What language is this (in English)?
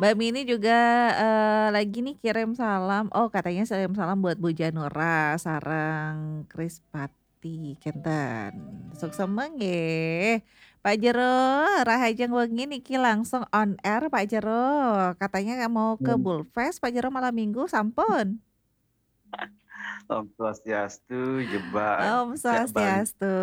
Balinese